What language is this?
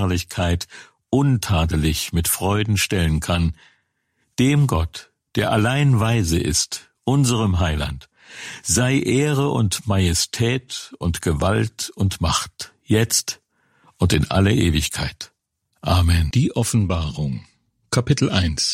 German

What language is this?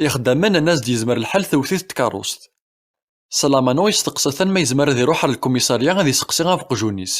Kabyle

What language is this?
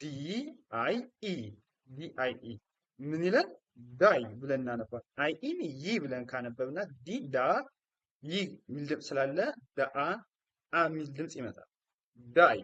Amharic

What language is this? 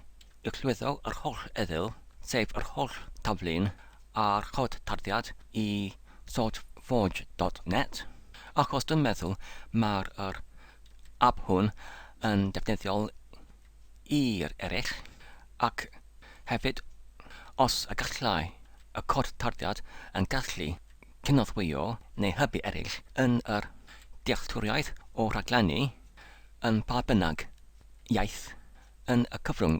Welsh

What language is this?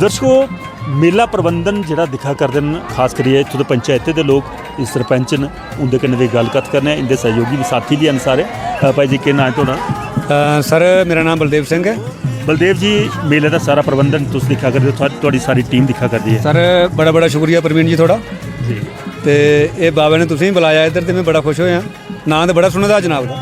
Dogri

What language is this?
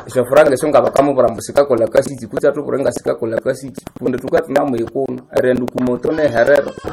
Nande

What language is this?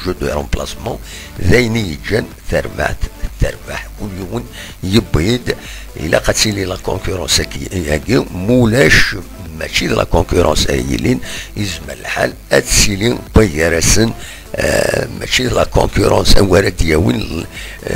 Kabyle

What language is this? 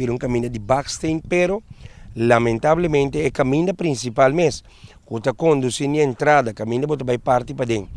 Papiamento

